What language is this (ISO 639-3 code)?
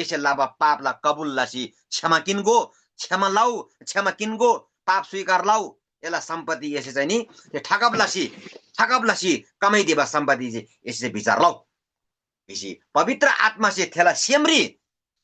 taj